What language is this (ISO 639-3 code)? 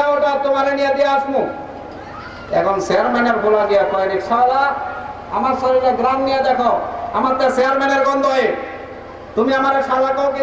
ben